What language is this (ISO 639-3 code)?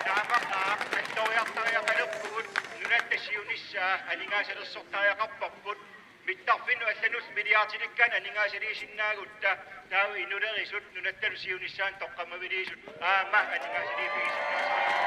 kal